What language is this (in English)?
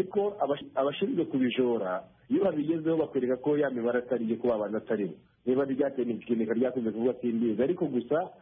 Kinyarwanda